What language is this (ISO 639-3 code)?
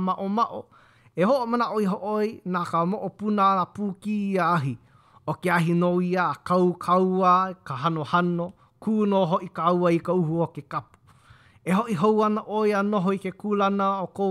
haw